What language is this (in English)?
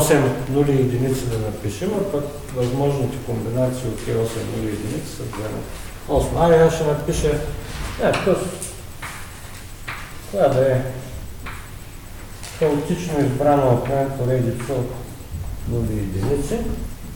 Bulgarian